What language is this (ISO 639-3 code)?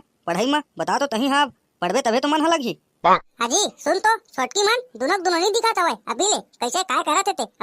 hne